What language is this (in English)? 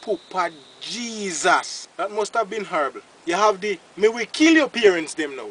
Jamaican Creole English